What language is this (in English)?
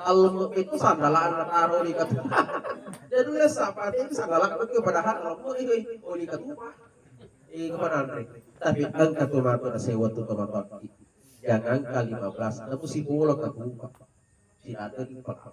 Buginese